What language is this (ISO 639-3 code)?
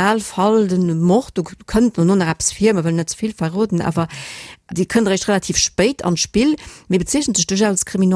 ltz